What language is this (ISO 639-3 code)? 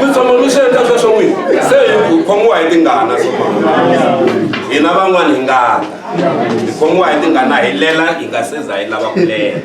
tso